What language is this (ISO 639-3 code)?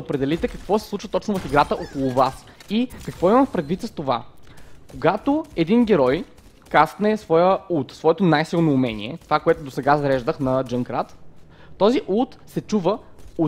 bul